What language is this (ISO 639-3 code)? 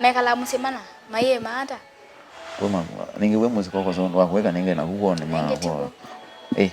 kam